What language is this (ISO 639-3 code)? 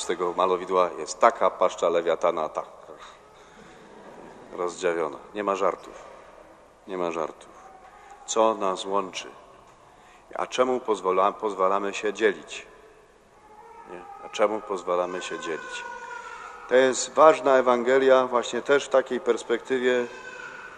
pol